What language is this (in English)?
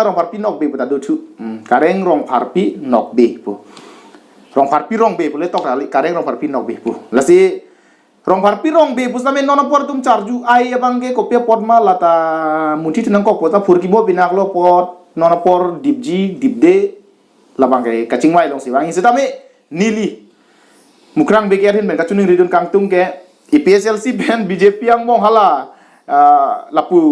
Karbi